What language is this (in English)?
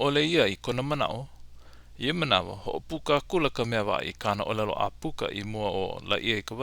Hawaiian